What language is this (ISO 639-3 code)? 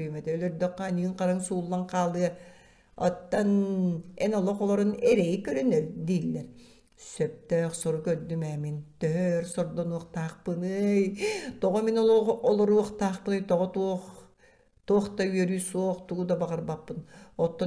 sah